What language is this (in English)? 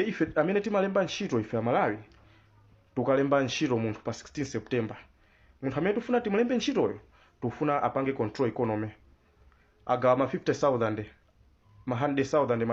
Nyanja